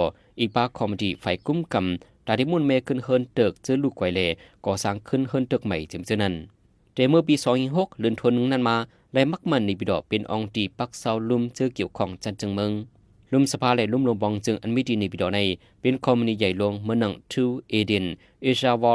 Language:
Shan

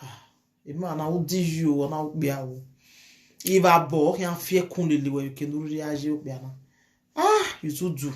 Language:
Nigerian Pidgin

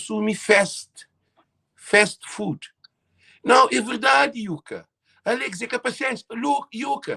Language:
Kabuverdianu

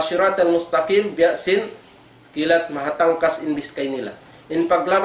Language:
Tausug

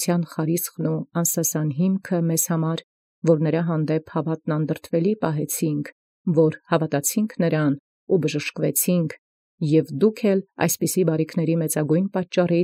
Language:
Armenian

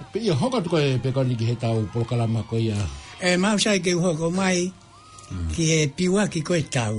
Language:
Tongan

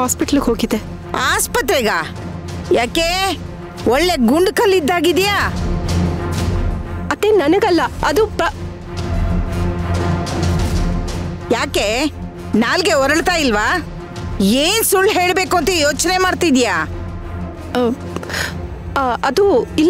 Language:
Kannada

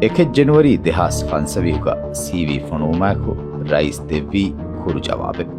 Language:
Divehi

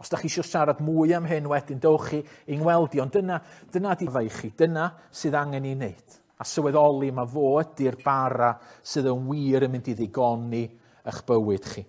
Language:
Welsh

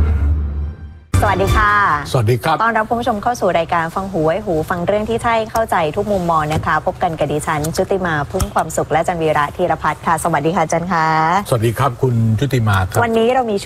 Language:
Thai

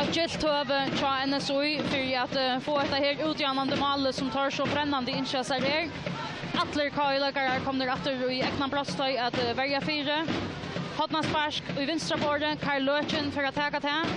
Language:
Faroese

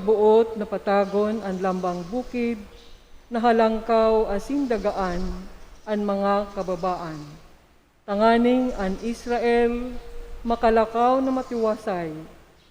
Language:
Bikol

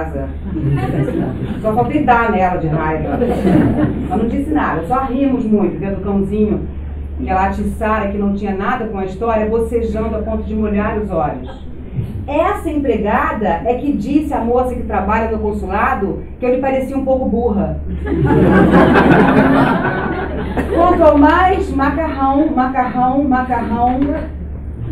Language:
Portuguese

